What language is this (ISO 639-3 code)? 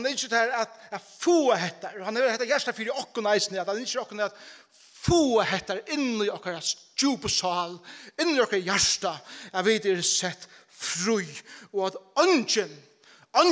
fao